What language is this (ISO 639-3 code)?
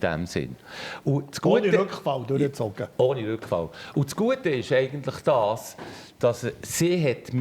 gsw